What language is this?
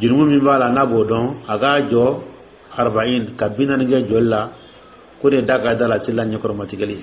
Dyula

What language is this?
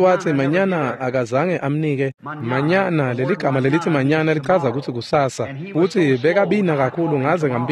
Swati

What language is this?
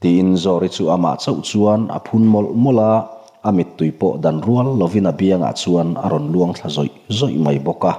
Mizo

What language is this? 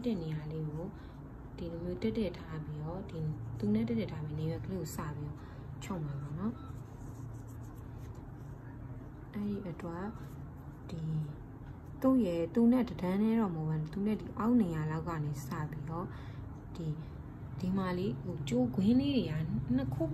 Burmese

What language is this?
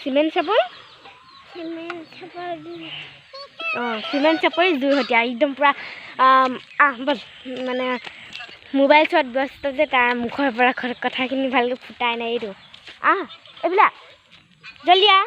Assamese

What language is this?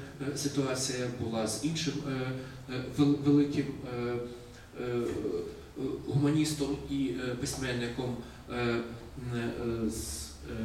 Ukrainian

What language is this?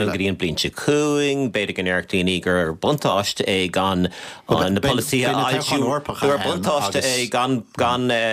Irish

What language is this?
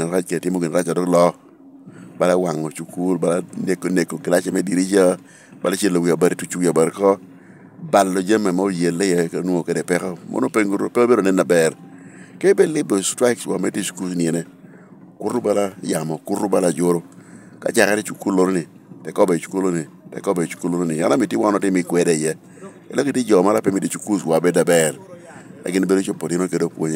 Lango (Uganda)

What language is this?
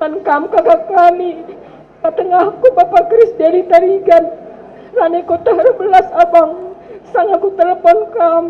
Batak Karo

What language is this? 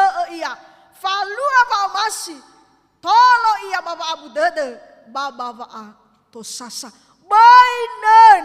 Nias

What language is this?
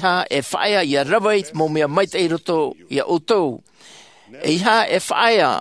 Tahitian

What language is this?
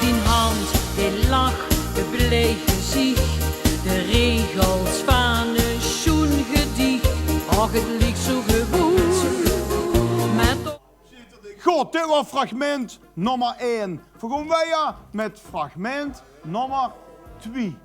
Limburgish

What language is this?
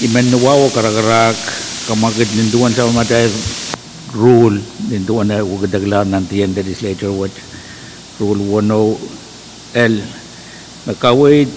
Pohnpeian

